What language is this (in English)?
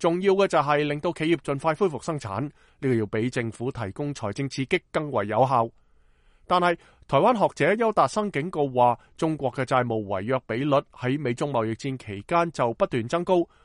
Cantonese